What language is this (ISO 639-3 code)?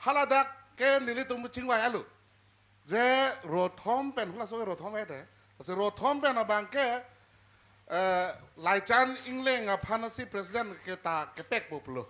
mjw